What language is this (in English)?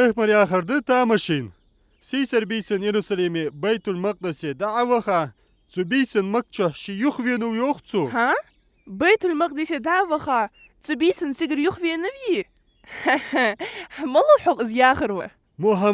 Ingush